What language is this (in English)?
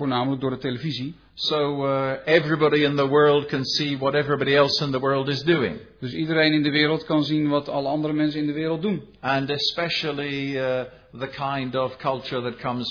Dutch